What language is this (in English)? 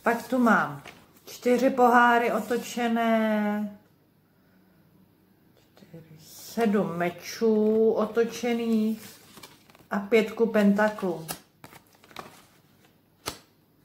Czech